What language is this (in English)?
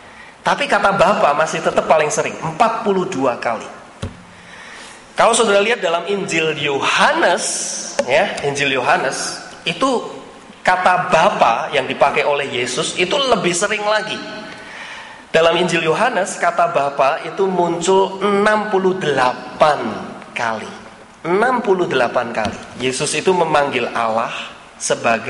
Indonesian